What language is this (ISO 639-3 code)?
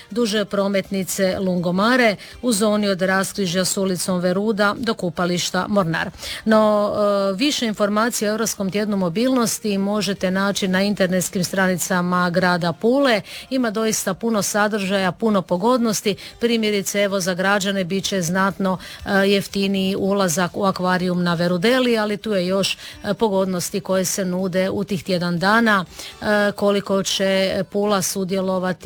hrv